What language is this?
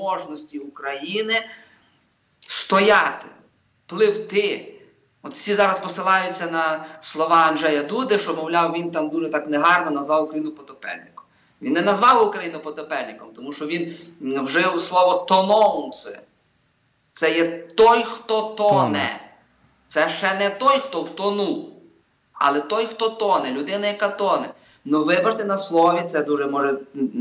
Ukrainian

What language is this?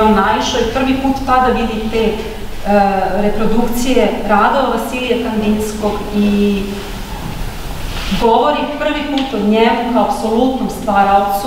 Serbian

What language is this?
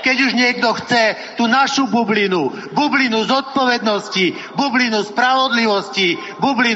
Slovak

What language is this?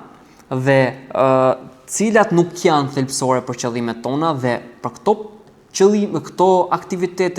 Albanian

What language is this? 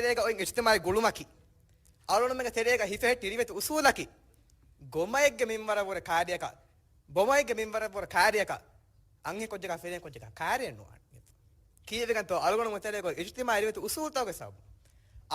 Divehi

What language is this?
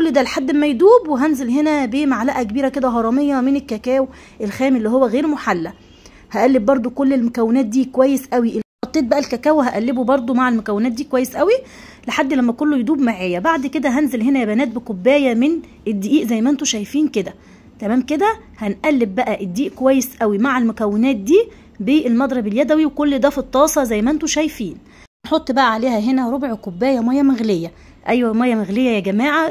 Egyptian Arabic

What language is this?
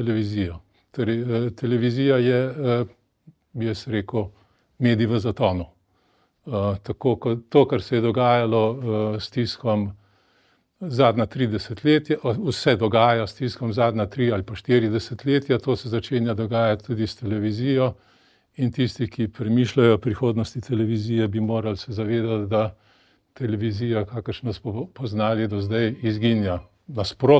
Slovenian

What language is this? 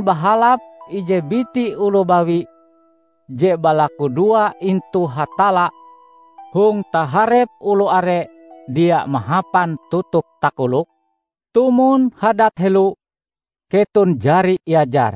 Ngaju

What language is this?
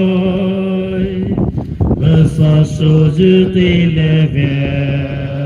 Poumei Naga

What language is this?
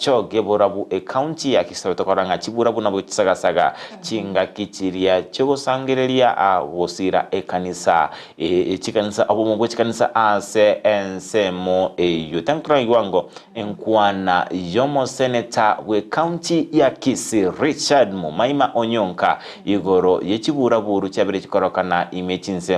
Gusii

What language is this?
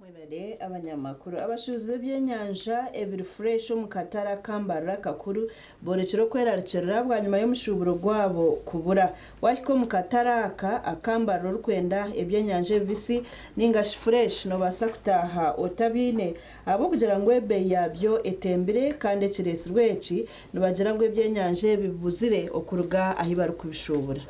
Nyankole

